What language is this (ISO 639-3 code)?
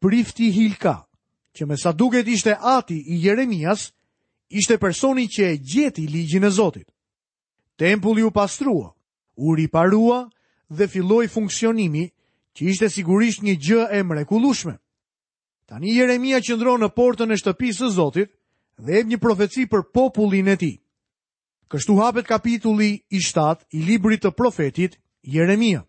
sqi